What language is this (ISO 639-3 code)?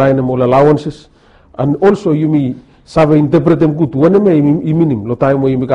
bis